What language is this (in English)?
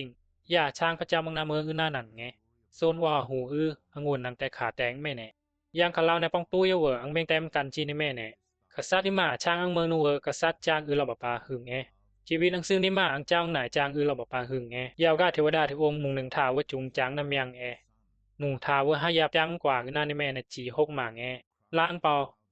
Bisu